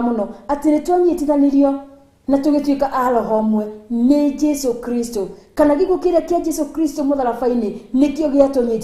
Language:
Kikuyu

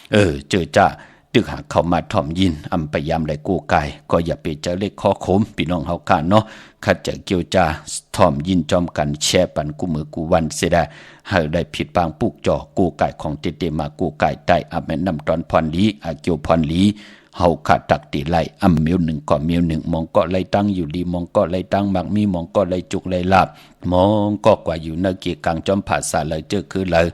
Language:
Shan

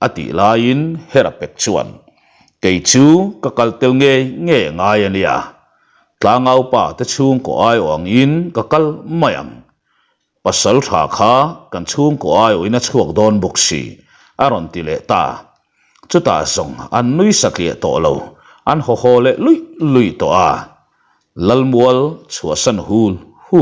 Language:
Mizo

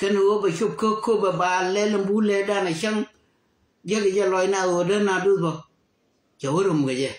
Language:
Nuer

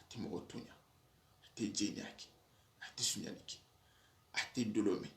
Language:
Soninke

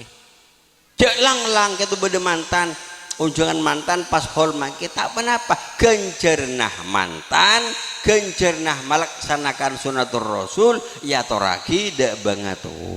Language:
Madurese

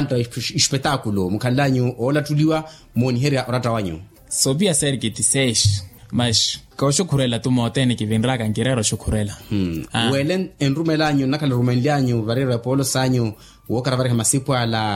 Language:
Makhuwa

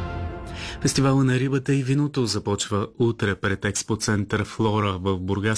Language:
Bulgarian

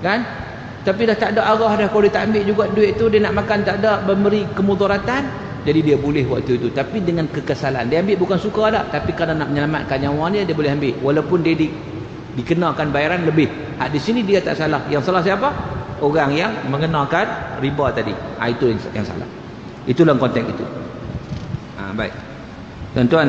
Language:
Malay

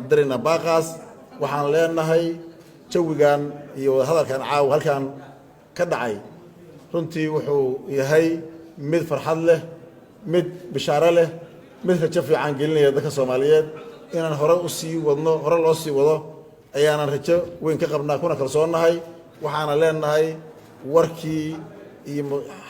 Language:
Somali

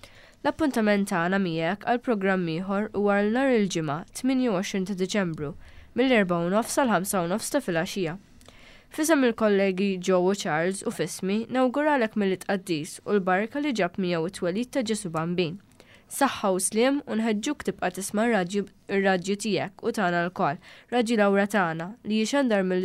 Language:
Maltese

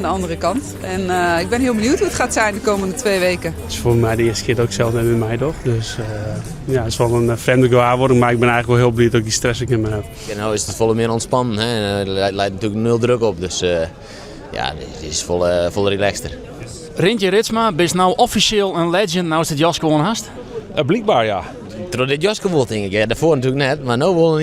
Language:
Western Frisian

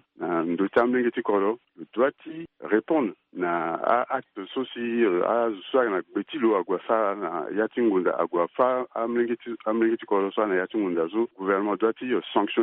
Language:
Sango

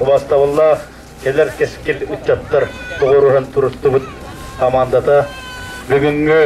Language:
Yakut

